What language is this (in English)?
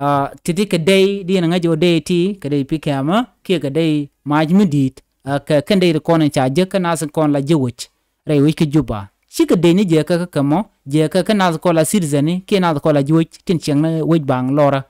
Nuer